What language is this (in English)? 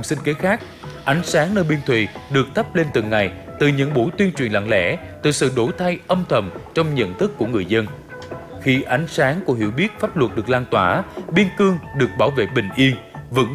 Vietnamese